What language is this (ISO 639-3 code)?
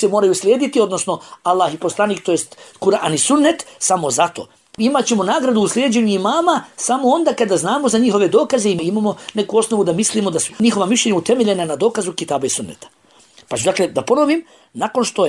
bos